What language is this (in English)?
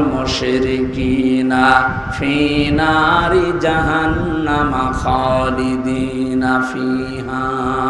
Bangla